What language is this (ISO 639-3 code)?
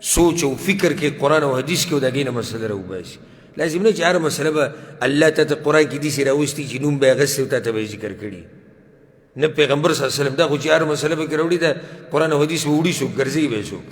pus